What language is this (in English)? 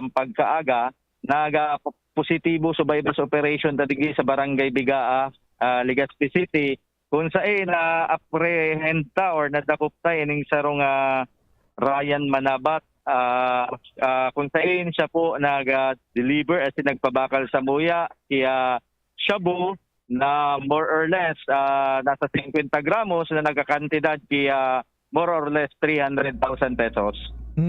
Bikol